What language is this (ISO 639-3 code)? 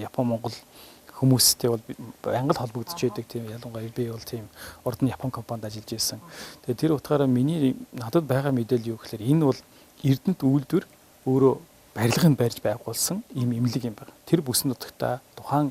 mon